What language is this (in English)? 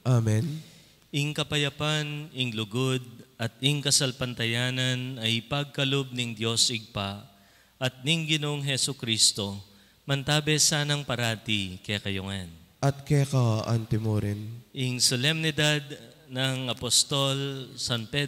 Pampanga